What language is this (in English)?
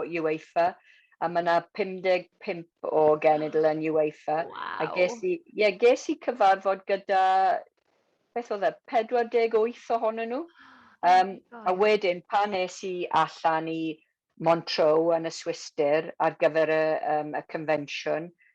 Welsh